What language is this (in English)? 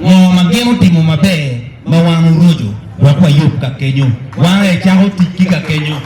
Acoli